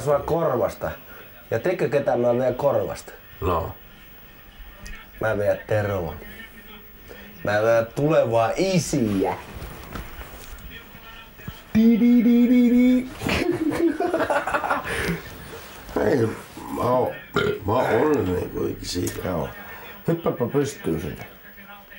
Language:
Finnish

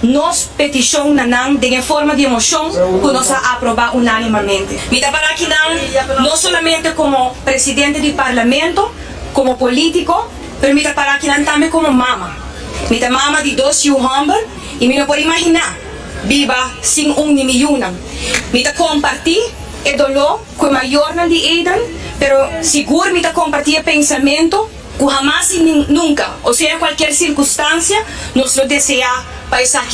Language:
Papiamento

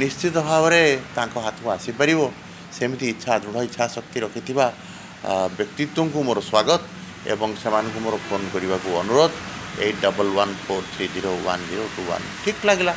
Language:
Odia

